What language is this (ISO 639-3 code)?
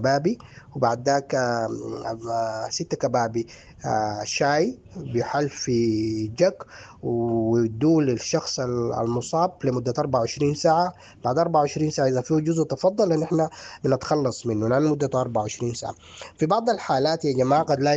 apd